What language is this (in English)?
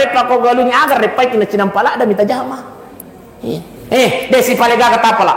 Buginese